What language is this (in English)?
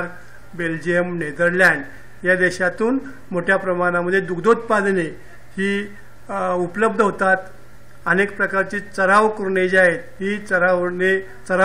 Marathi